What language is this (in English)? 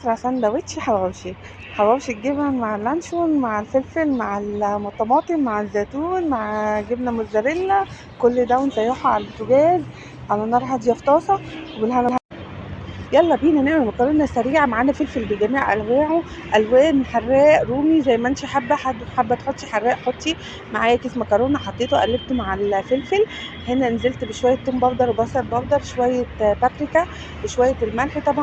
Egyptian Arabic